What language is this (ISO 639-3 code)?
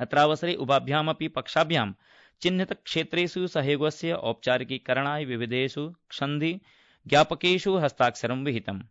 san